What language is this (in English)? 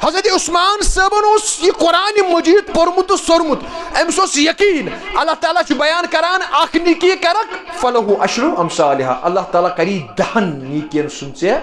Kashmiri